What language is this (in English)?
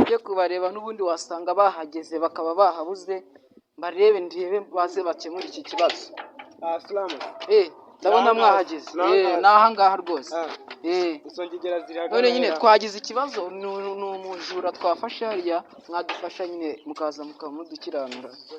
Kinyarwanda